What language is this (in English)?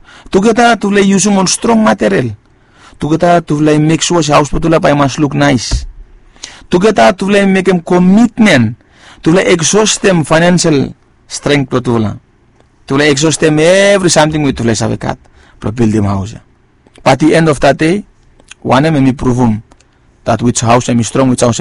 Bislama